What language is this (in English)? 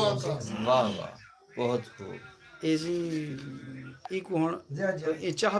Saraiki